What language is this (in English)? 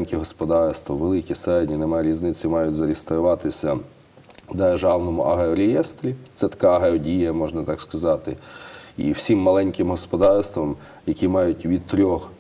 Ukrainian